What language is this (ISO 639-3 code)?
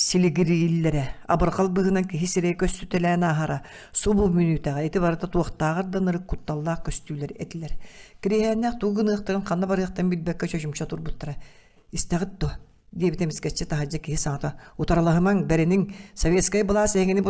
sah